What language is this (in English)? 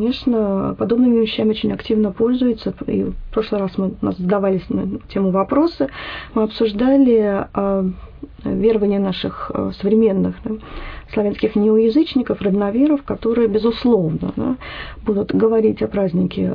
Russian